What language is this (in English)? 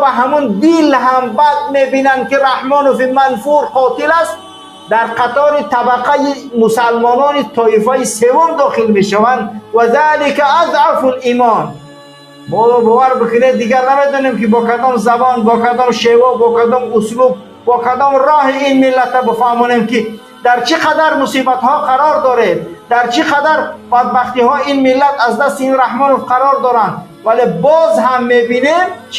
Persian